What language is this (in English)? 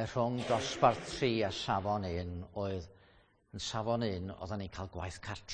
Welsh